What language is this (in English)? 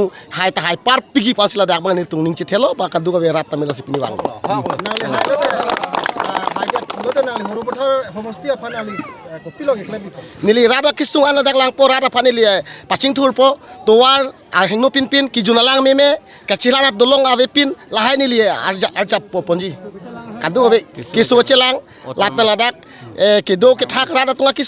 Karbi